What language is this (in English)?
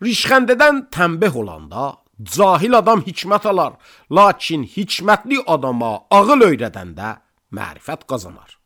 Azerbaijani